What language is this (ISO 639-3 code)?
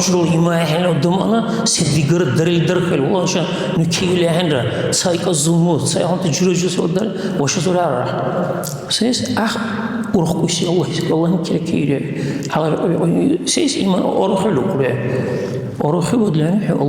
dar